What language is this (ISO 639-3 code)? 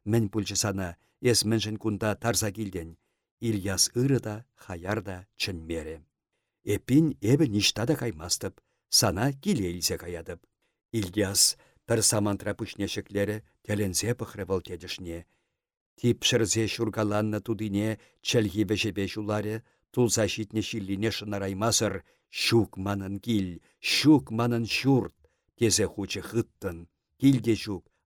chv